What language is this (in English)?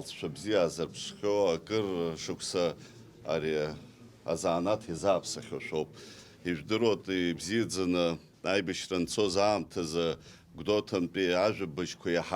Abkhazian